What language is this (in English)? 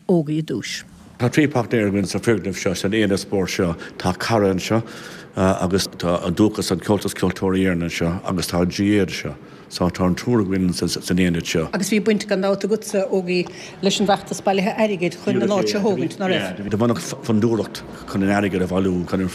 Irish